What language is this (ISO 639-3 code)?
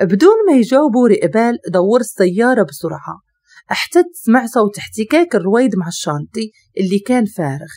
ary